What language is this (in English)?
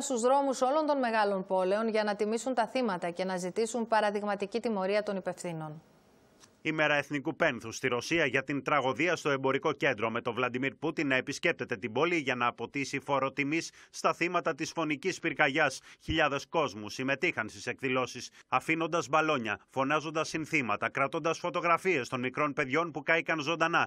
Greek